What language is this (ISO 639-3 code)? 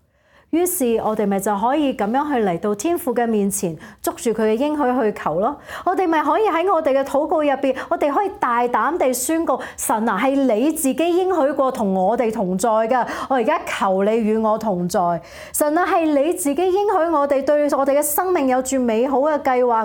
yue